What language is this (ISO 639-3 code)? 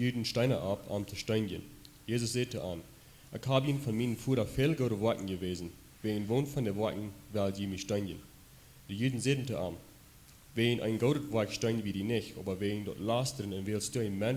pdt